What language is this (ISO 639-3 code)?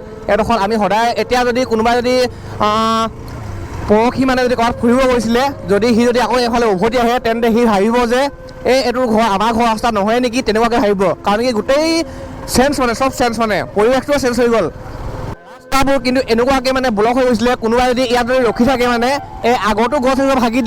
asm